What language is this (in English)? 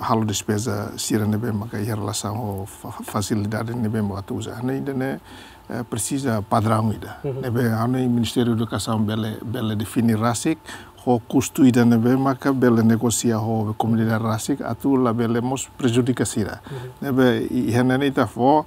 Tetum